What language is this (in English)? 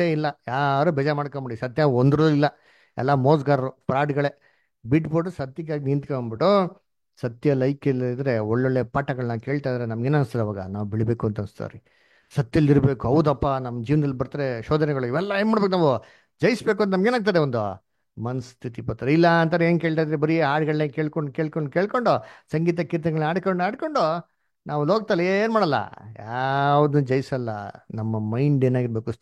Kannada